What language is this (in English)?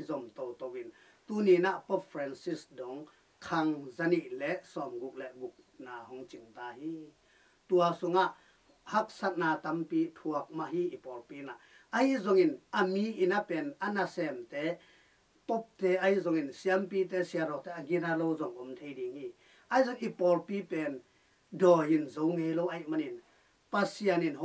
Tedim Chin